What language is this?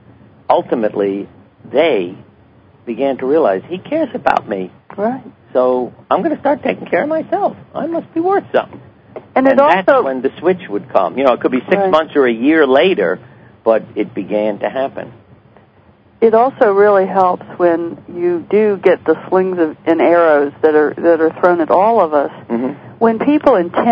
English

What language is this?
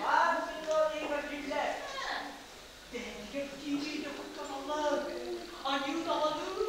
Yakut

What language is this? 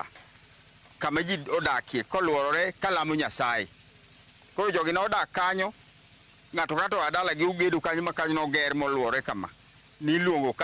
Luo (Kenya and Tanzania)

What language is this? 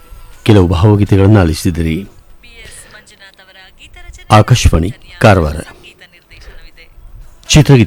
Kannada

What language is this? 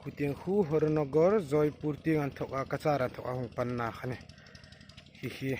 Hmar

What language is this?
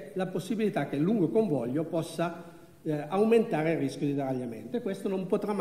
Italian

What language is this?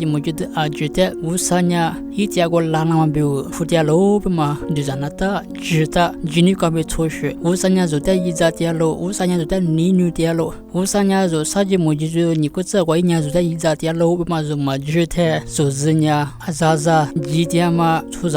Lisu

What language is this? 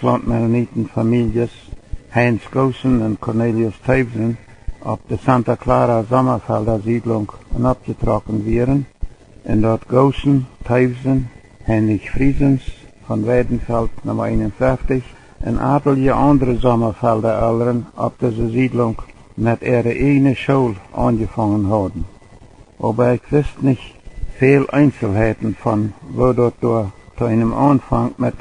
Plautdietsch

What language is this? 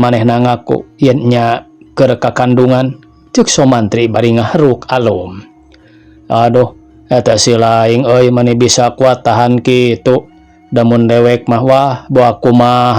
Sundanese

